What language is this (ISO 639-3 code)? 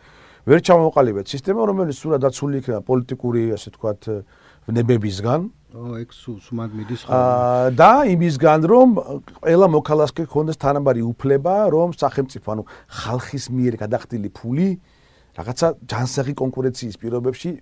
kat